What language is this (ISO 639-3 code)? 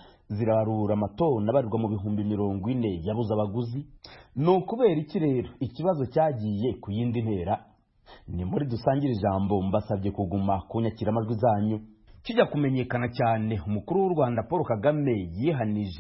kin